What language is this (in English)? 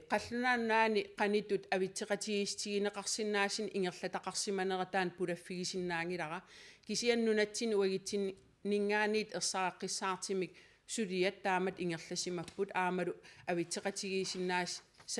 Kalaallisut